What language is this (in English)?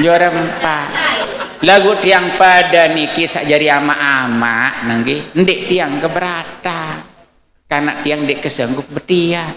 Sasak